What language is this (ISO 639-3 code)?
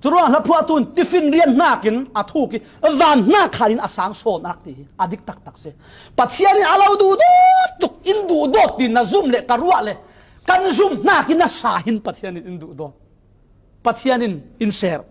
cfm